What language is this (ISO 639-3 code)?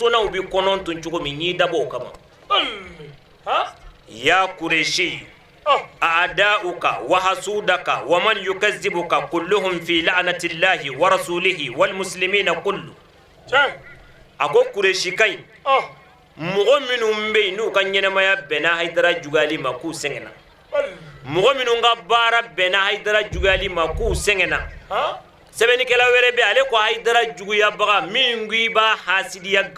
bam